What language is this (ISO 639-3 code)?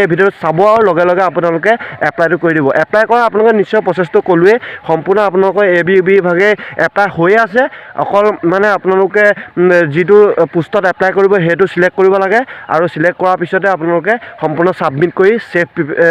asm